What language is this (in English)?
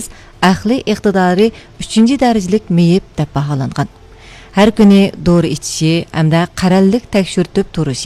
Uyghur